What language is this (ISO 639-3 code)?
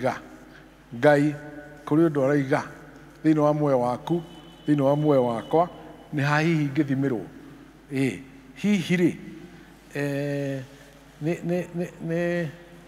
kik